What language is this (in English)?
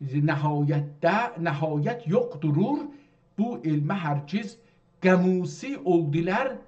South Azerbaijani